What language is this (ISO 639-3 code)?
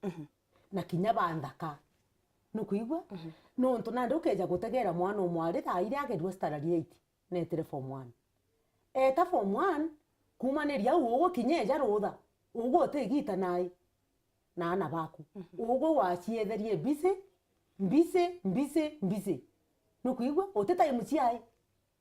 mer